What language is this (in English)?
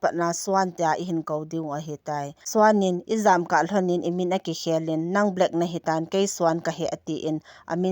Thado Chin